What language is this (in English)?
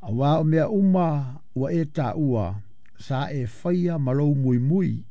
Samoan